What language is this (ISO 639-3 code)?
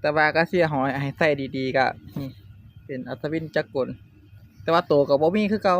tts